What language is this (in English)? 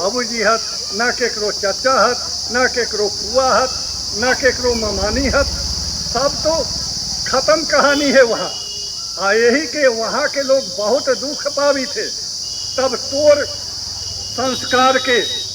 Magahi